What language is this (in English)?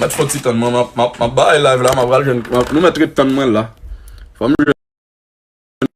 Haitian Creole